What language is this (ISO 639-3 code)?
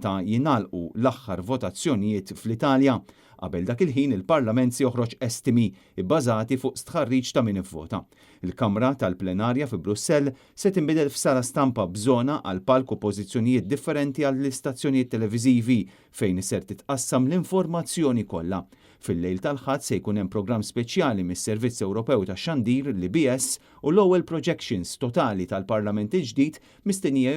mlt